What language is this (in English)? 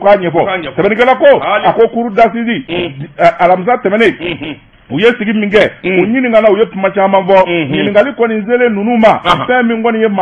Bambara